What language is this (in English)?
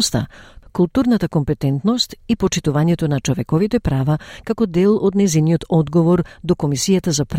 Macedonian